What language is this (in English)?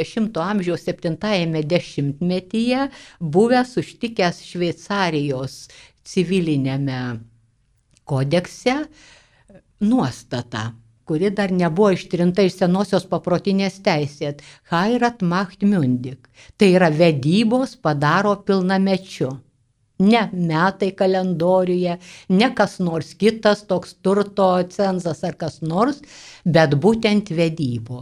Lithuanian